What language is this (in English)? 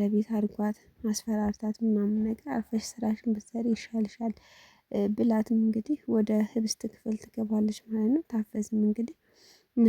Amharic